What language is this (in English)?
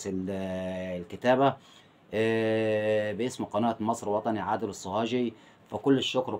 Egyptian Arabic